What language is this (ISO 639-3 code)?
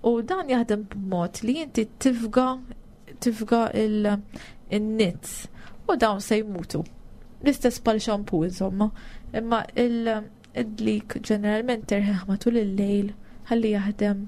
mlt